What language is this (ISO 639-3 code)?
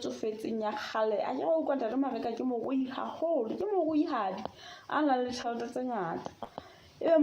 sot